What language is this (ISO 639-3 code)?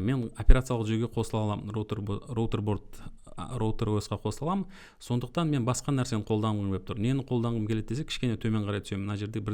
kaz